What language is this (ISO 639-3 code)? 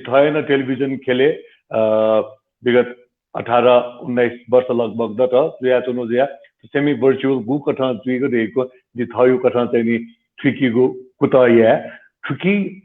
new